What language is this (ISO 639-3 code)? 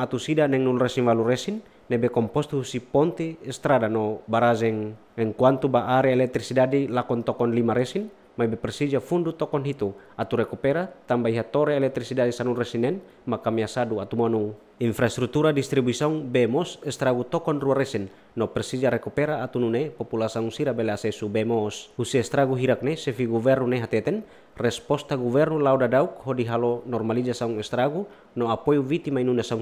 tet